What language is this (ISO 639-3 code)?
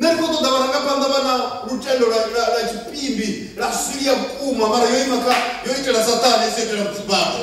ven